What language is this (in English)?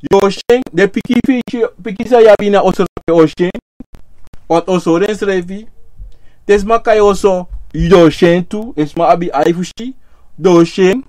Sranan Tongo